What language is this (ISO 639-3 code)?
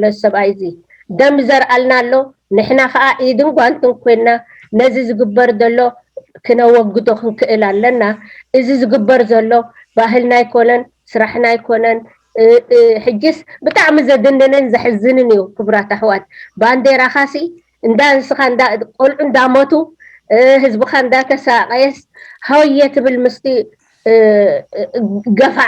tir